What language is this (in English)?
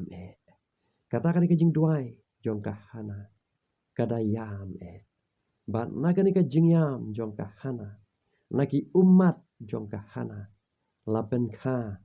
Khasi